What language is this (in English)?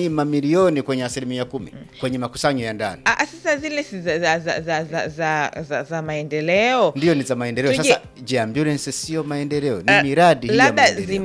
Swahili